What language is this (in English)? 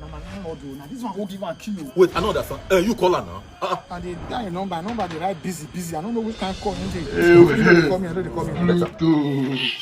Nigerian Pidgin